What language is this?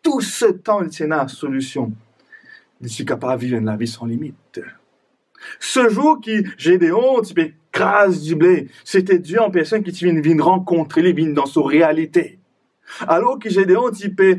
Morisyen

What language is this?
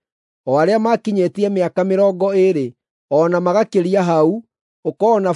Kikuyu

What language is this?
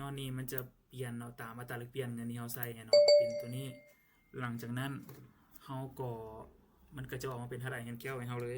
Lao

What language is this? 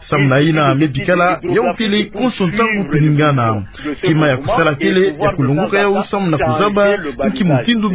Kituba (Democratic Republic of Congo)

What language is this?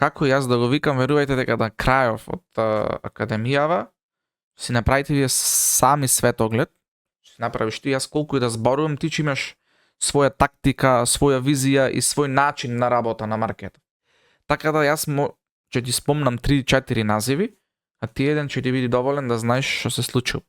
Macedonian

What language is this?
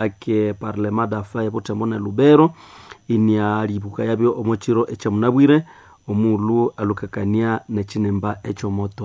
Nande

